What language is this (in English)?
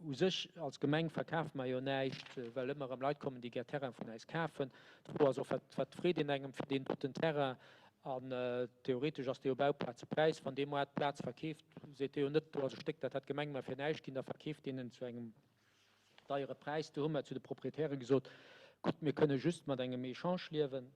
Luxembourgish